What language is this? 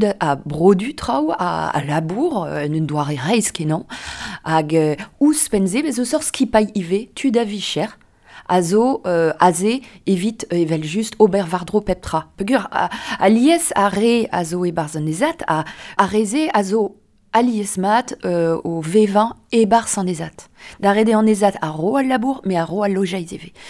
Breton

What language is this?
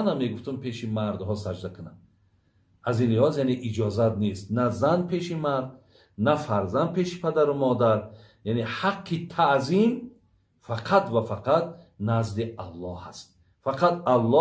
Tajik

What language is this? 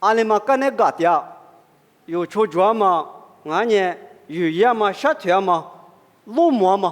Lisu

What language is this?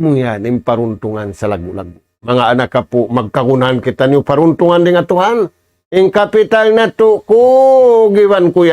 Tausug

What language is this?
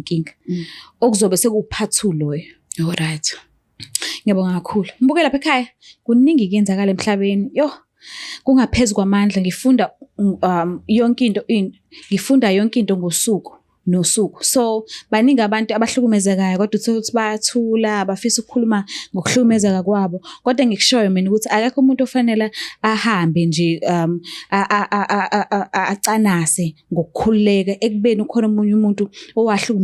Zulu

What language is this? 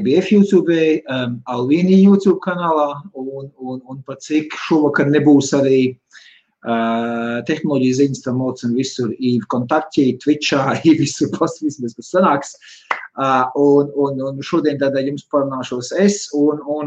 Latvian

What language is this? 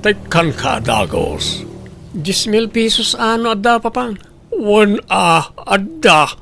Iloko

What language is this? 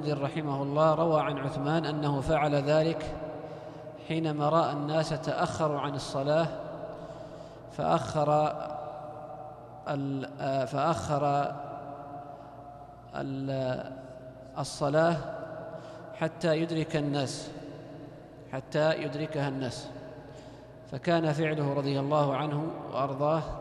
Arabic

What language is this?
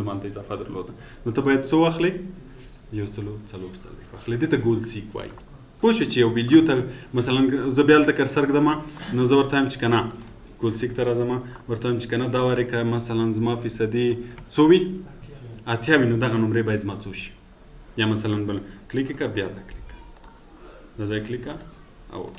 Pashto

